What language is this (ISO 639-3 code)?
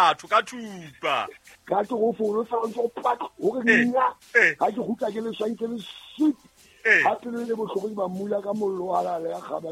sot